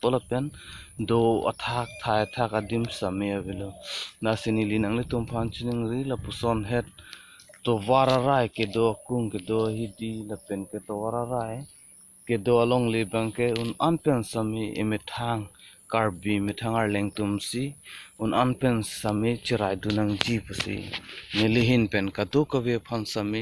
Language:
Karbi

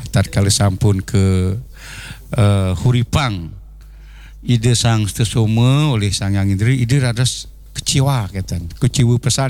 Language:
Balinese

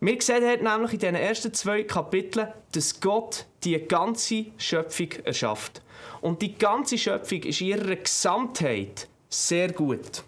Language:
Swiss German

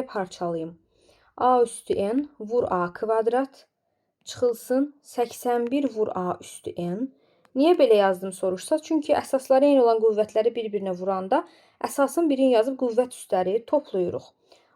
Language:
Azerbaijani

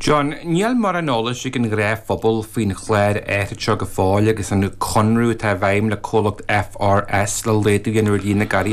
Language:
Irish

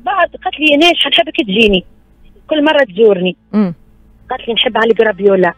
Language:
Tunisian Arabic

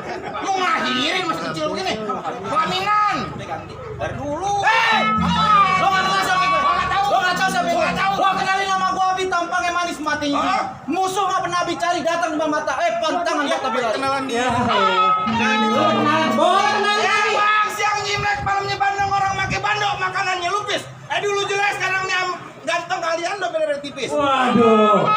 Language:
Betawi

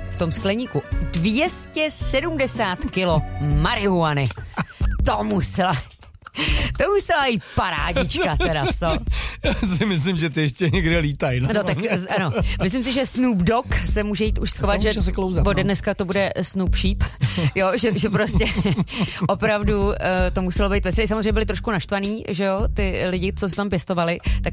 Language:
Czech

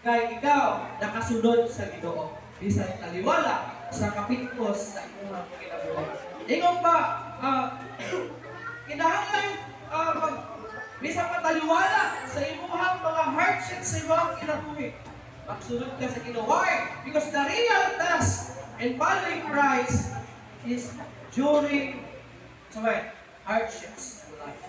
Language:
Cebuano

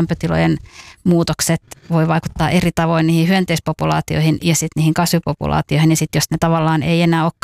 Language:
Finnish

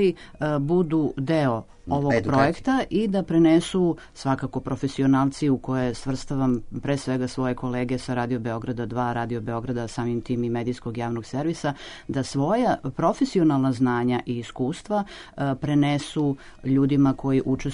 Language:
Serbian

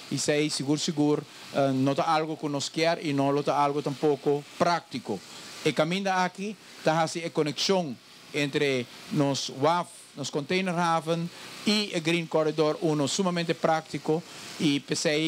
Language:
Papiamento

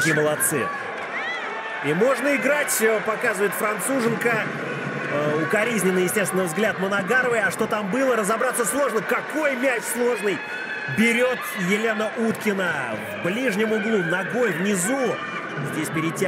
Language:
Russian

